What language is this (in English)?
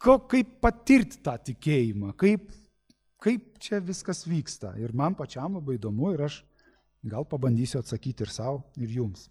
Lithuanian